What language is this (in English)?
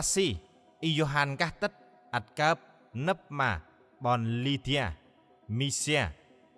Central Mnong